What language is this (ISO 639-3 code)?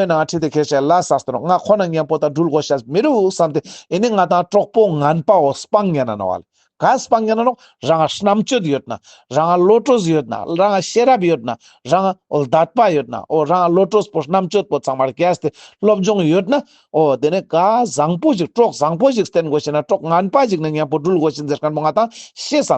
lbj